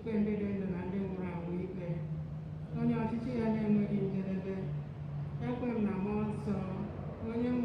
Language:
Igbo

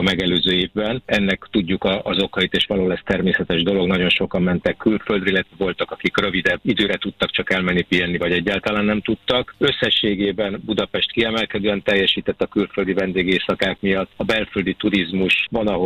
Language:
Hungarian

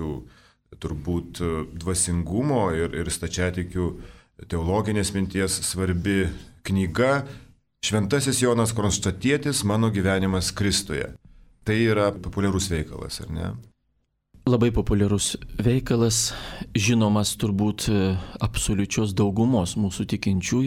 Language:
Lithuanian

